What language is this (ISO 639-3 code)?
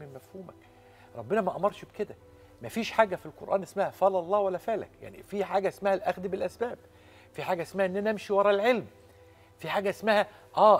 arz